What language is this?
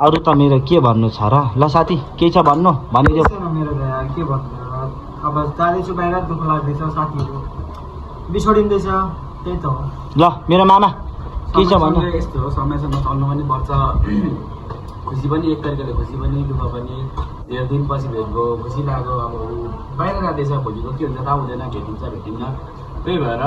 Nepali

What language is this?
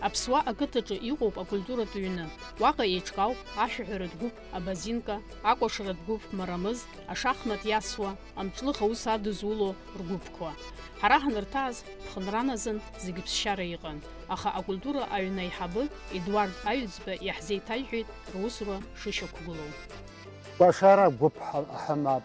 Abkhazian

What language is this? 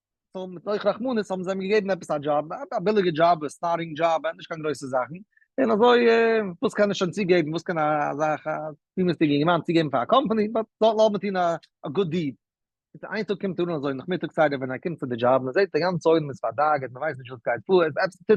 Yiddish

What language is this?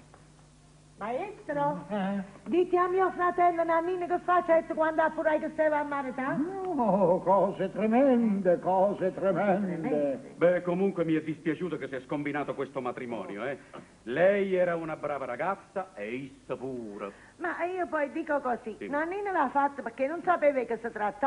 Neapolitan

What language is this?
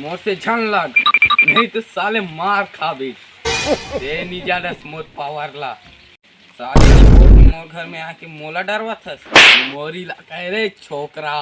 Chhattisgarhi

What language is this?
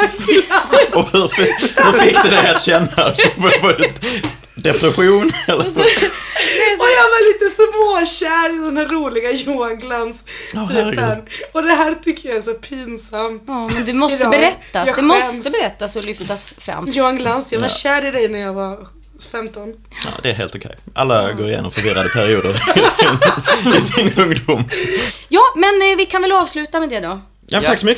Swedish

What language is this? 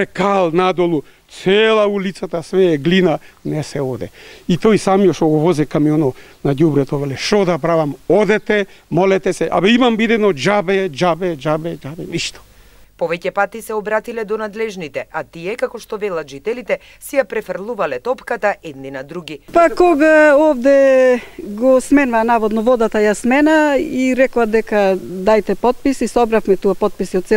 Macedonian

